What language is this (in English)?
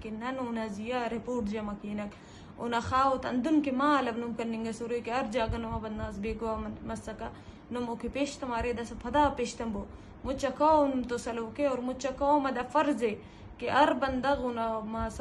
Eastern Balochi